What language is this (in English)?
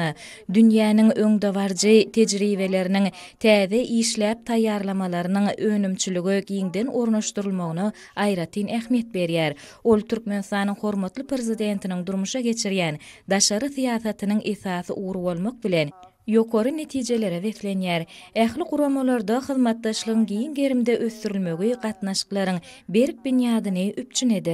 Turkmen